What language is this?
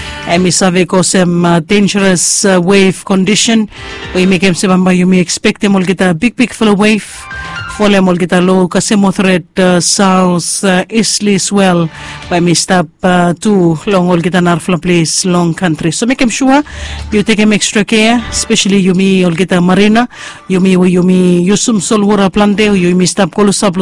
Bislama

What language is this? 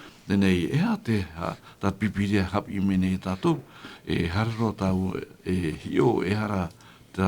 Tahitian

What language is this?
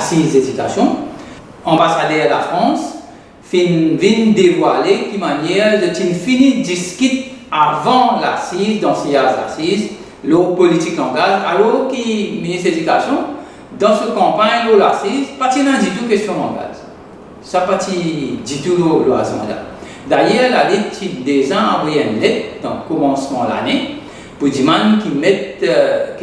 Morisyen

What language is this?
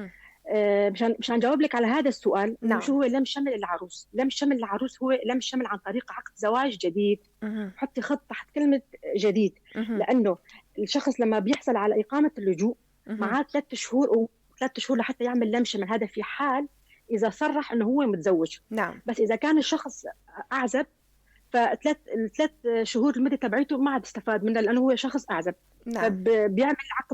North Levantine Arabic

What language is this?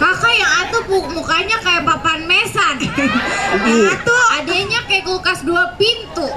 Betawi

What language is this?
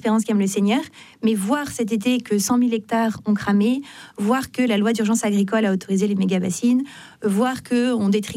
French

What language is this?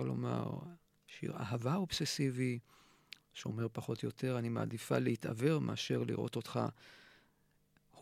Hebrew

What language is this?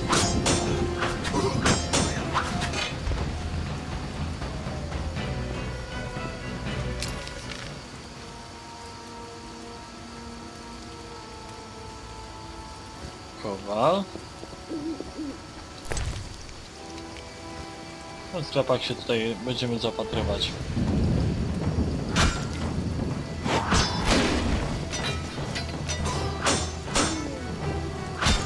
Polish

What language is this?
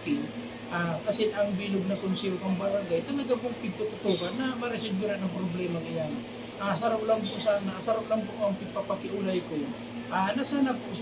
Bikol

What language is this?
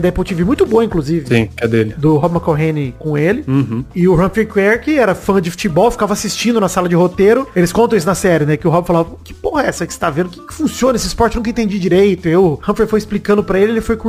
Portuguese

